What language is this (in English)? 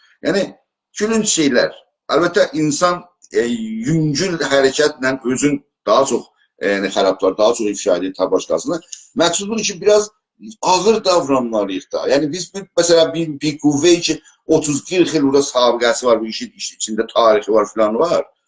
South Azerbaijani